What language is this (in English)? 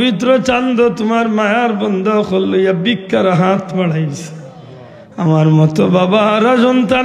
Sylheti